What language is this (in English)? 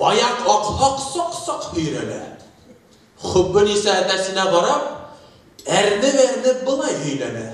Bashkir